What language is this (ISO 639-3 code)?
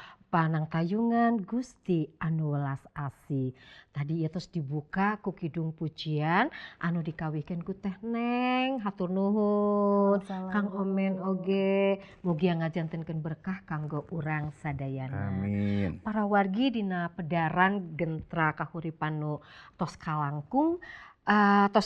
sun